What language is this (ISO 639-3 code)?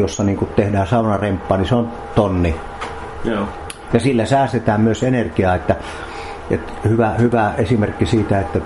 fin